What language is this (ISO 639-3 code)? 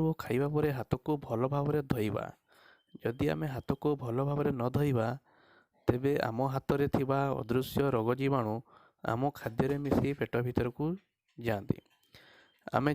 ori